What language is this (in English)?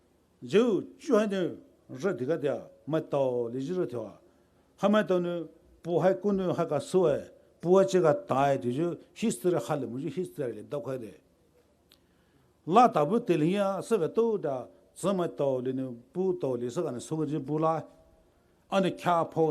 Poumei Naga